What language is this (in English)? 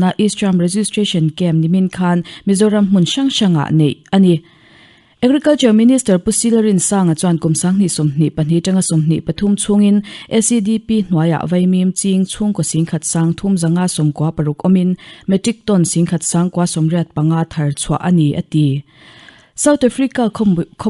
Mizo